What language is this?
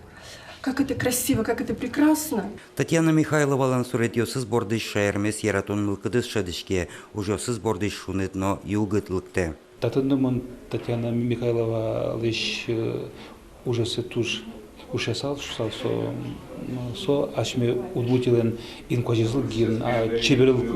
Udmurt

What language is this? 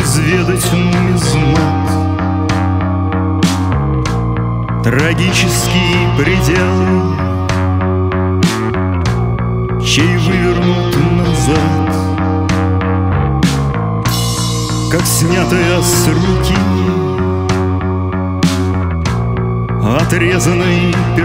Russian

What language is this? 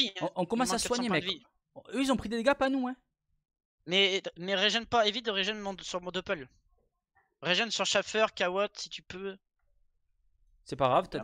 French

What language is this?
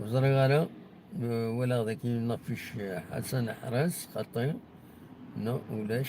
Kabyle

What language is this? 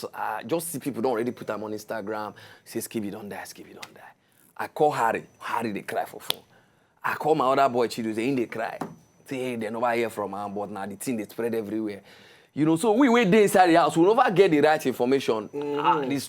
Nigerian Pidgin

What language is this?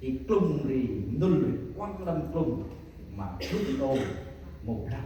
Central Mnong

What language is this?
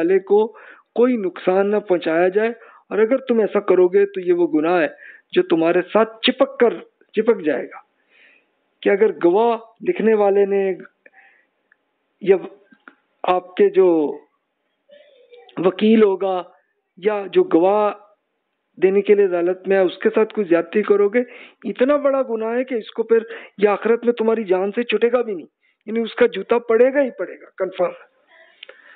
Urdu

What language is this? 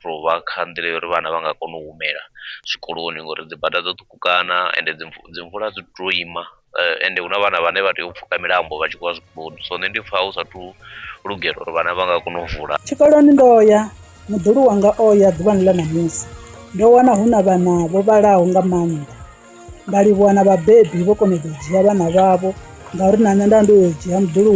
Venda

